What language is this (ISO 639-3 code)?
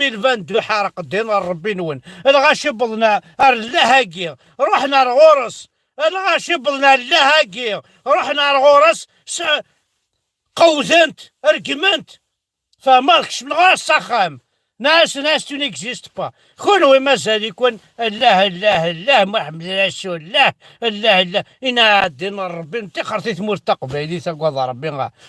kab